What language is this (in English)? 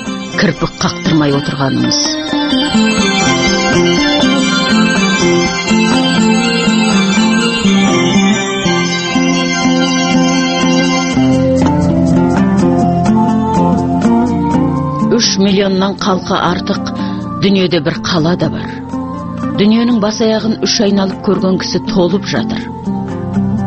Kazakh